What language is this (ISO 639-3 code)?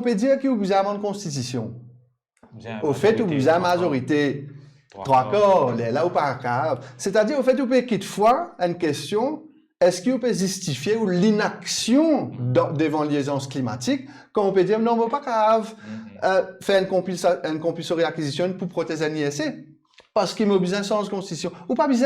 mfe